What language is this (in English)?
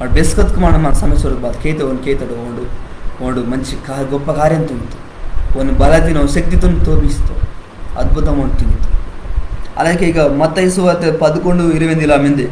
Koya